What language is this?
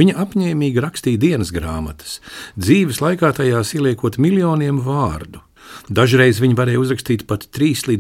Latvian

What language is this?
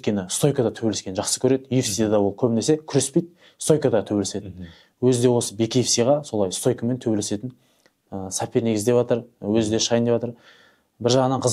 Kazakh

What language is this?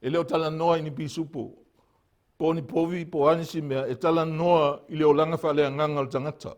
Samoan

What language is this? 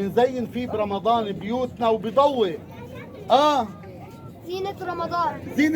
North Levantine Arabic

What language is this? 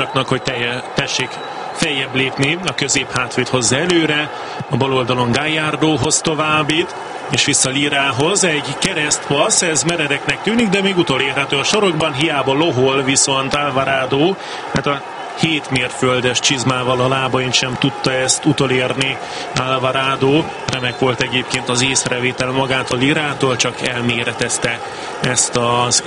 Hungarian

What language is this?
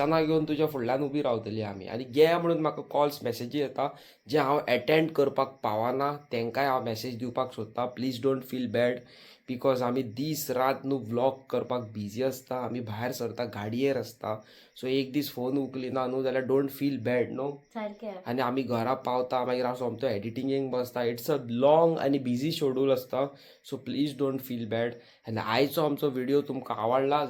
Konkani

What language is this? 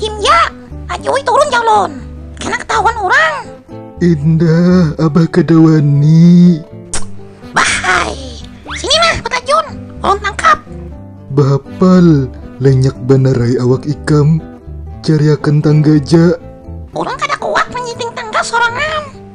Banjar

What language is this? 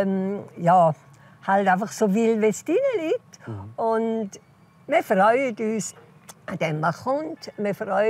Swiss German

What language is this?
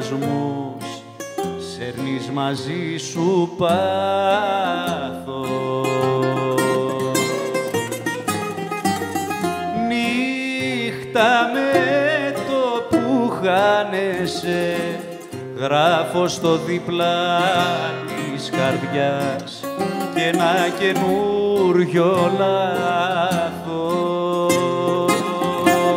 Greek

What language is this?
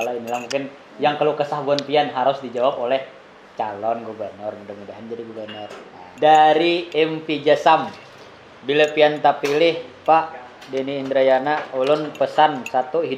Banjar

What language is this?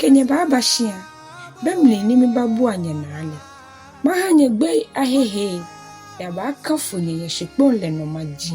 Ga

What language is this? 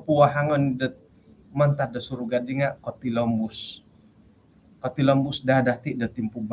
Central Dusun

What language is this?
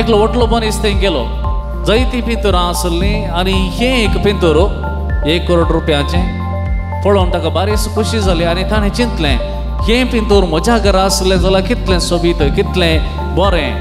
Konkani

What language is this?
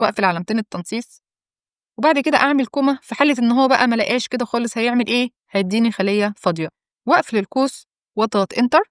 Egyptian Arabic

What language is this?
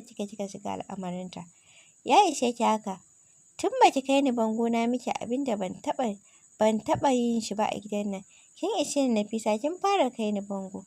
Hausa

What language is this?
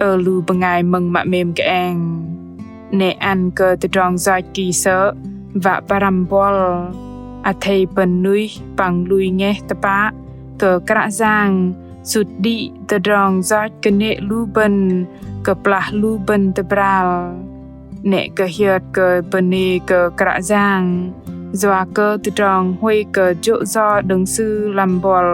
Bahnar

